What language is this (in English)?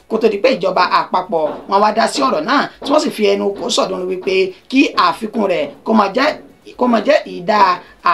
Yoruba